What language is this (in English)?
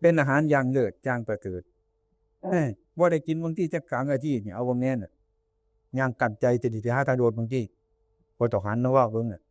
Northeastern Thai